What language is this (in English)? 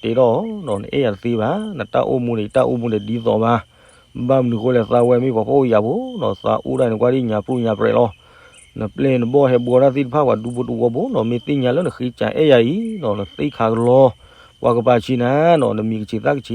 S'gaw Karen